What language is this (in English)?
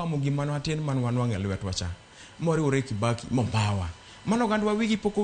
Luo (Kenya and Tanzania)